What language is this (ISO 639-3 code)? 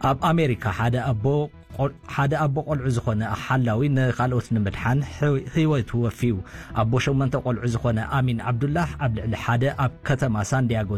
tir